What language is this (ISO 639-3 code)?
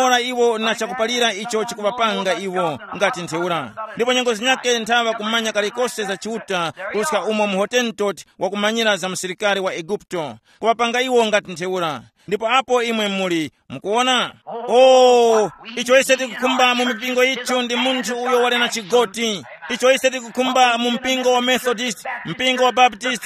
tum